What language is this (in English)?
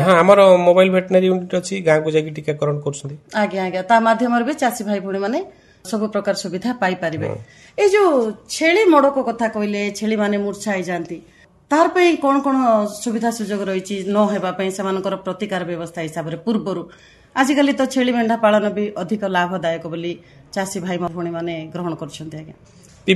Odia